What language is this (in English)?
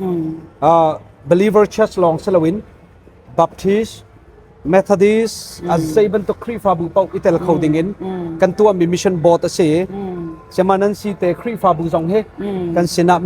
Hakha Chin